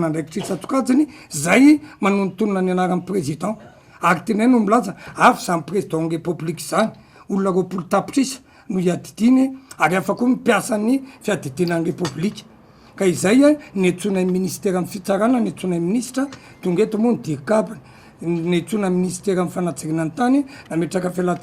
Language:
Malagasy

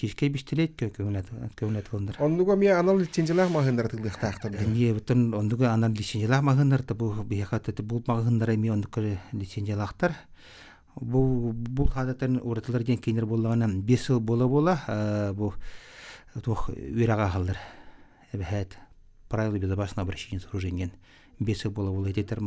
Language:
Yakut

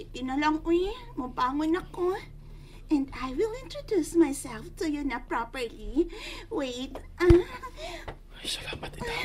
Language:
Cebuano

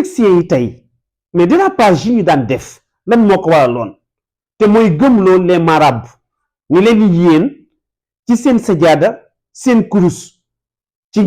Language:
Wolof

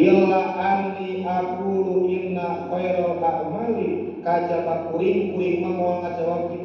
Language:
Sundanese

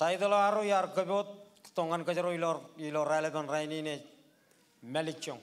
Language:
Marshallese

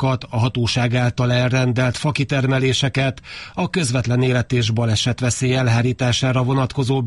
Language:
Hungarian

